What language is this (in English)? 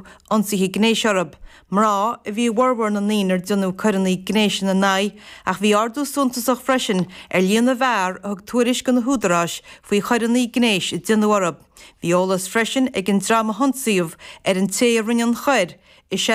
Irish